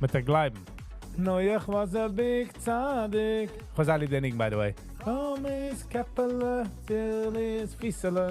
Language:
Yiddish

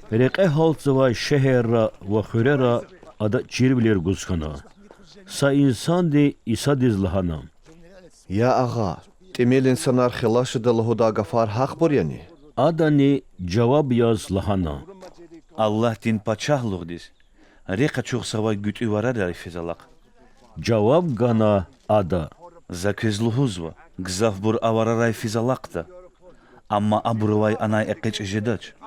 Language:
Lezghian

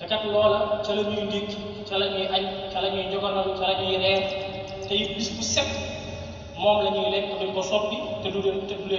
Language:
Wolof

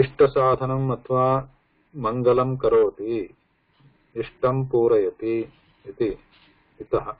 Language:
Sanskrit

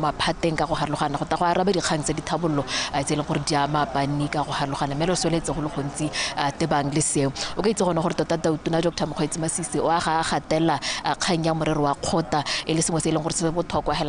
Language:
Tswana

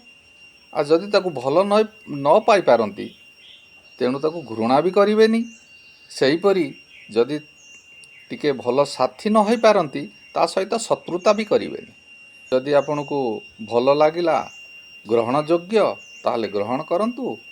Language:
Odia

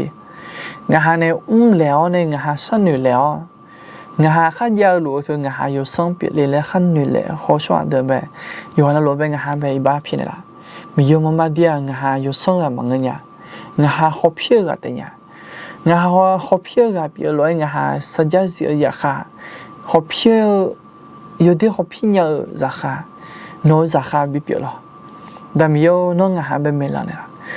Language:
Akha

